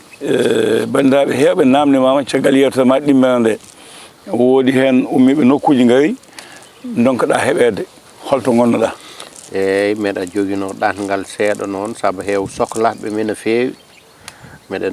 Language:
Fula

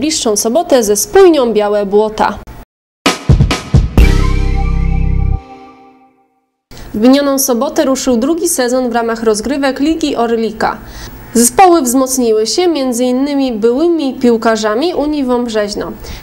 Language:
Polish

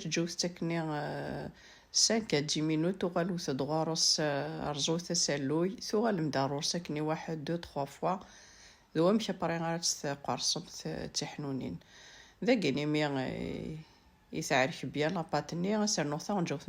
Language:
Kabyle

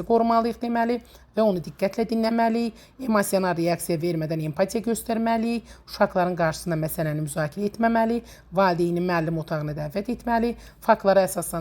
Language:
Azerbaijani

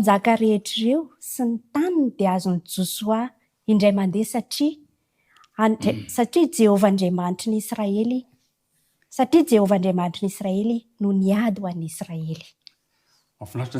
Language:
Malagasy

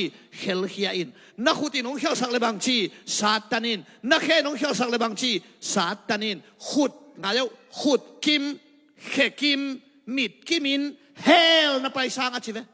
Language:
Tedim Chin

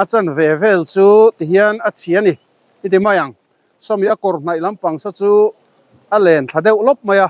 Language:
Mizo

